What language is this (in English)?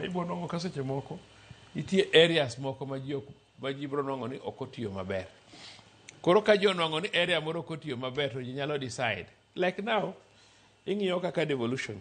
Luo (Kenya and Tanzania)